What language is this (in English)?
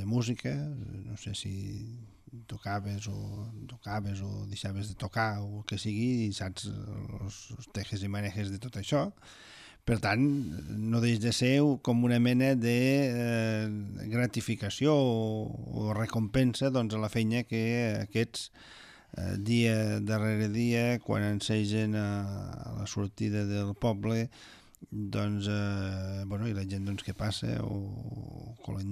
Catalan